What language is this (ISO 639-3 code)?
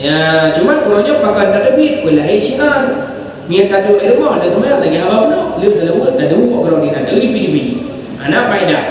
ace